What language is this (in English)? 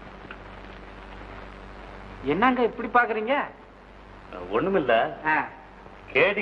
Tamil